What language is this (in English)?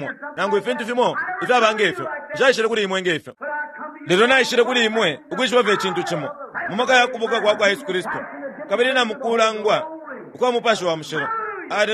Bemba